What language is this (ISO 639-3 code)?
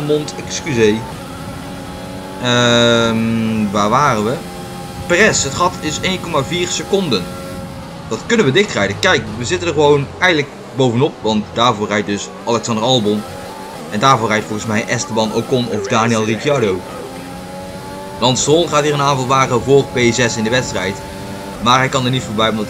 nld